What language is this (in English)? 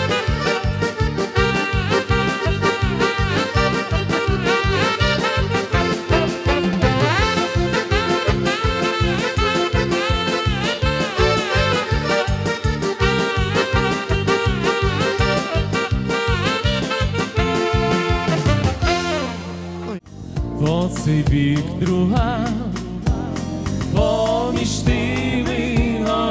Ukrainian